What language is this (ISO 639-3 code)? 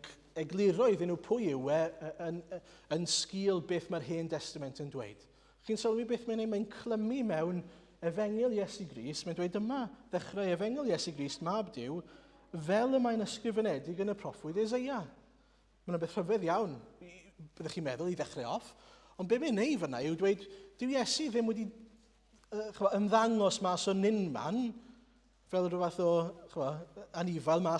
cym